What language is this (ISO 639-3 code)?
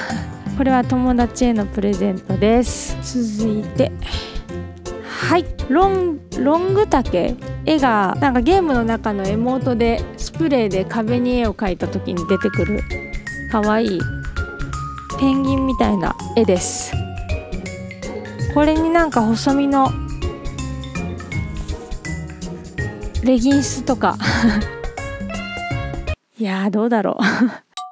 jpn